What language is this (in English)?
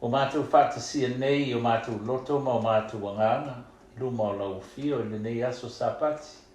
Samoan